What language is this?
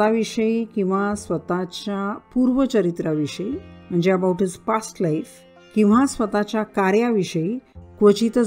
Marathi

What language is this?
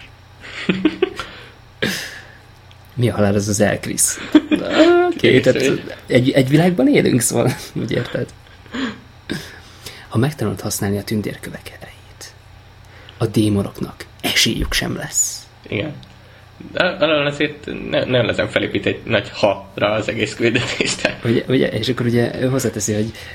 Hungarian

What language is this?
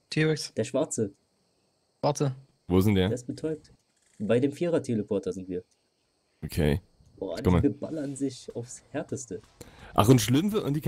German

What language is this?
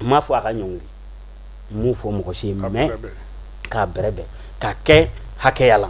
Bambara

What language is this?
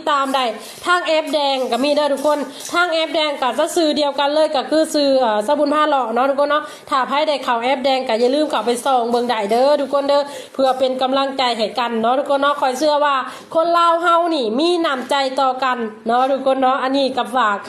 Lao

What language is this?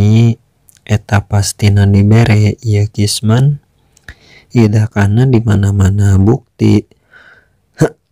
Sundanese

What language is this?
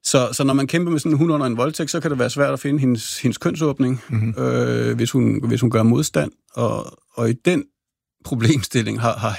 Danish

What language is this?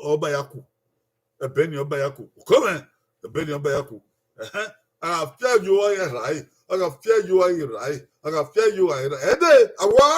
Bini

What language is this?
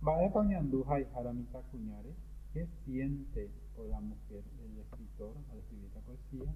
Guarani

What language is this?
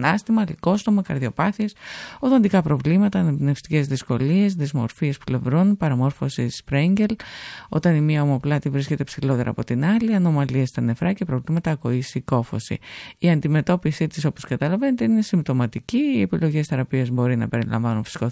Greek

